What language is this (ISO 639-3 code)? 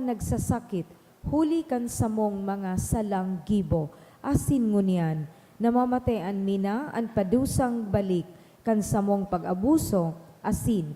bik